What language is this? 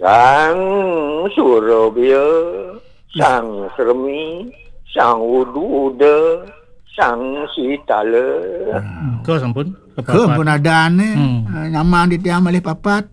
Balinese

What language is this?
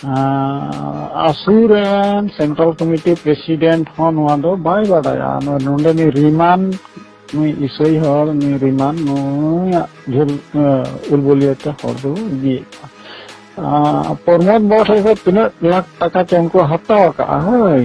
Santali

